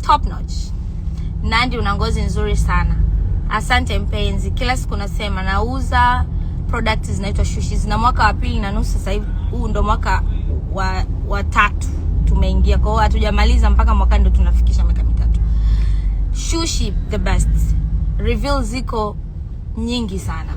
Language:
Swahili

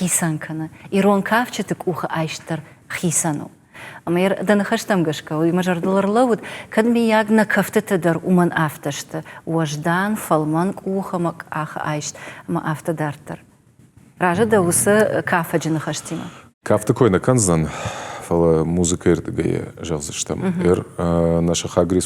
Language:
Ossetic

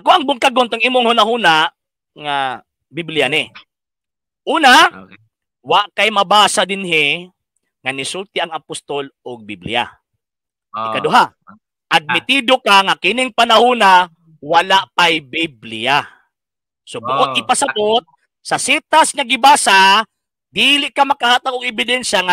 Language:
Cebuano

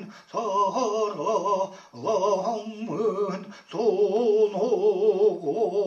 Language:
Yakut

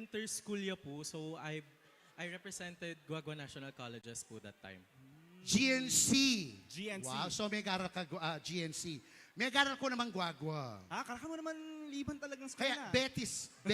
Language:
Pampanga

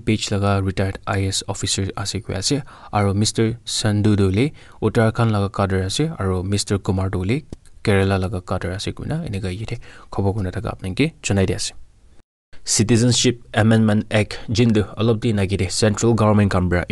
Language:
Naga Pidgin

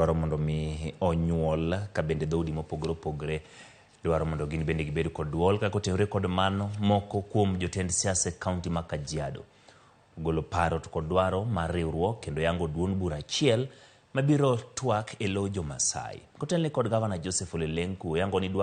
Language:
Luo (Kenya and Tanzania)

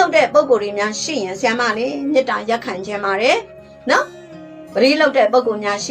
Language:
Burmese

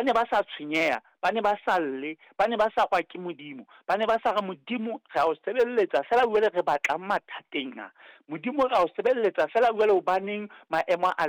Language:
Southern Sotho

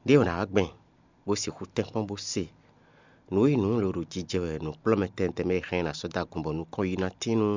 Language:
Fon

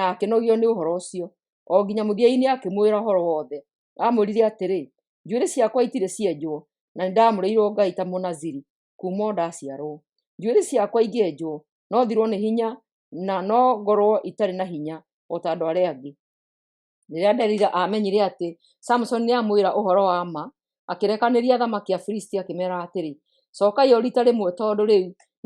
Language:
Kikuyu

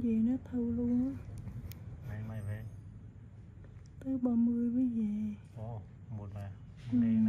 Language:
Vietnamese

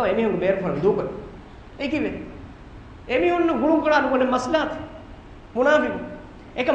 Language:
Divehi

